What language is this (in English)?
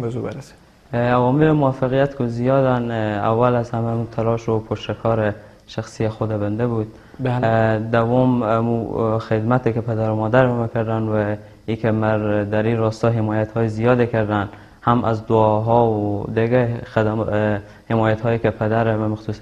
Persian